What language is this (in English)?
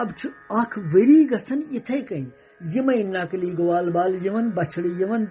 Kashmiri